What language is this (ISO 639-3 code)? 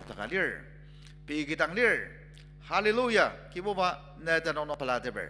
njo